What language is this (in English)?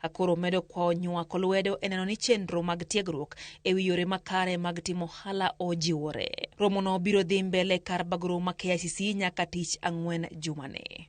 Luo (Kenya and Tanzania)